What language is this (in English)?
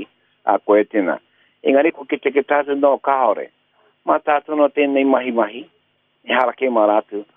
Māori